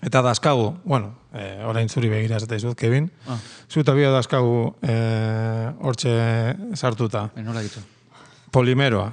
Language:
Basque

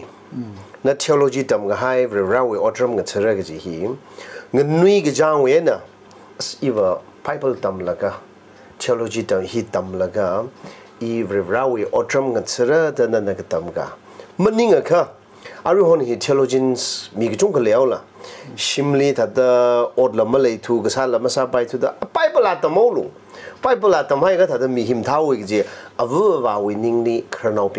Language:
Tangkhul Naga (India)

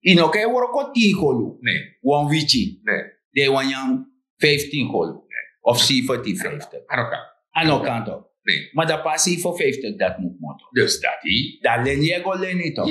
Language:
Sranan Tongo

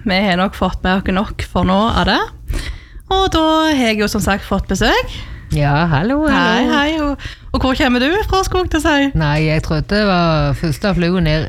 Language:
Norwegian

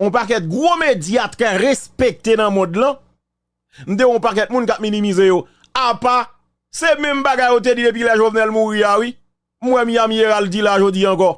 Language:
Haitian Creole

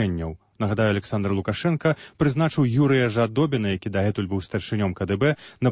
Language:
Belarusian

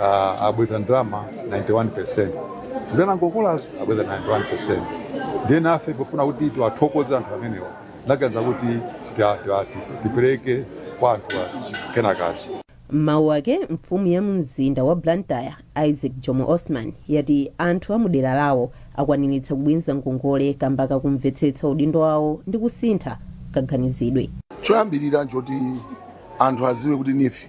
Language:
Nyanja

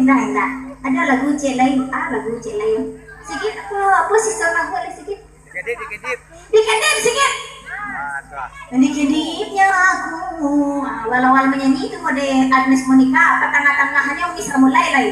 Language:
Minangkabau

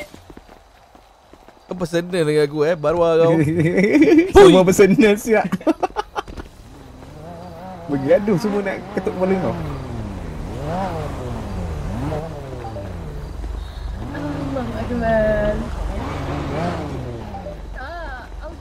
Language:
Malay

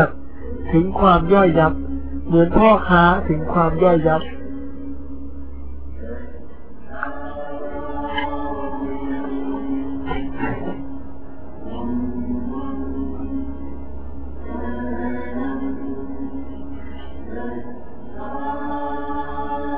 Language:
Thai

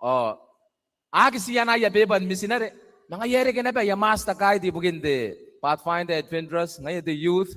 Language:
Gilbertese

